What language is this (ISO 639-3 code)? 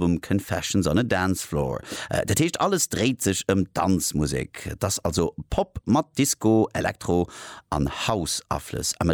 ltz